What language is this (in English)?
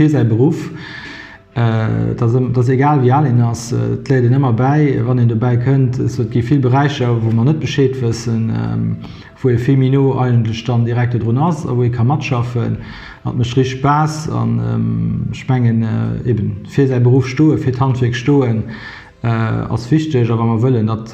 Luxembourgish